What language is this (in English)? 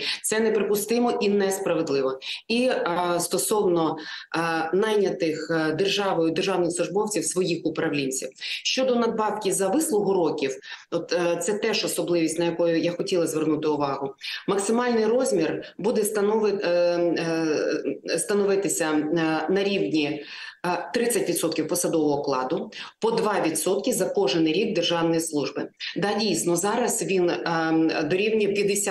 Ukrainian